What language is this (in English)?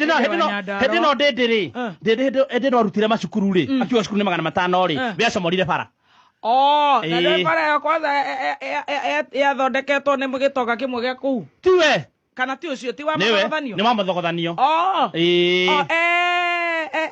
Kikuyu